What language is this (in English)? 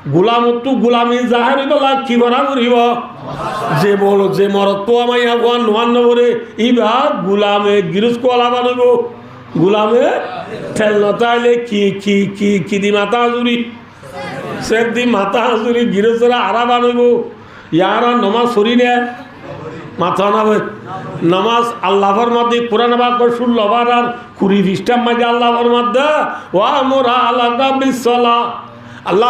Rohingya